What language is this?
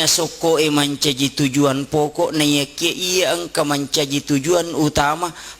Buginese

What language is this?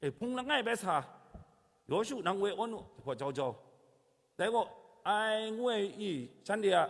Kachin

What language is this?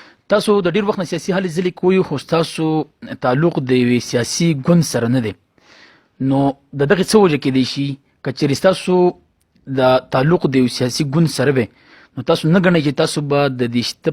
Pashto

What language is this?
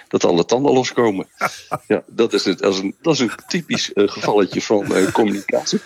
Dutch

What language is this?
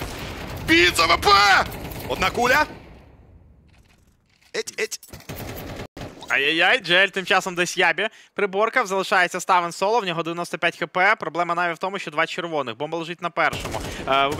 Ukrainian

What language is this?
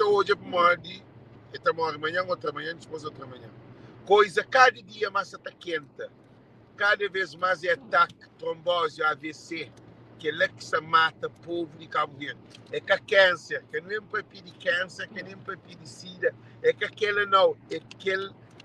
Kabuverdianu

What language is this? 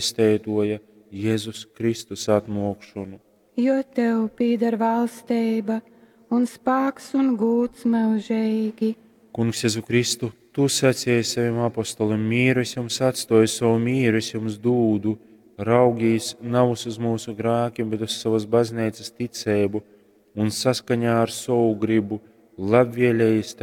Latgalian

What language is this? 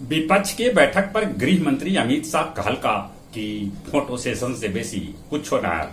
Magahi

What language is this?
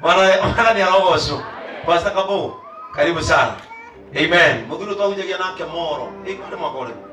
Kikuyu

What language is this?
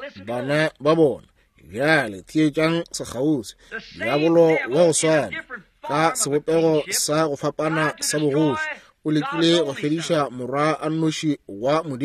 Northern Sotho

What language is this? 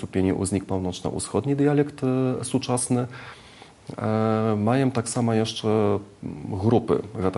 Belarusian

